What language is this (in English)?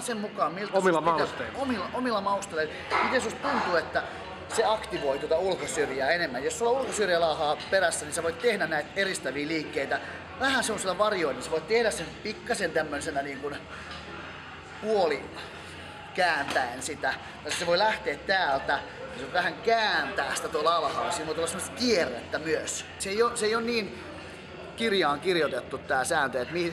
Finnish